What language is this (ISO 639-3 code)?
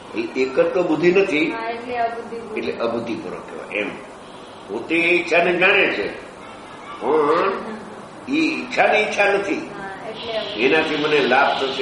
guj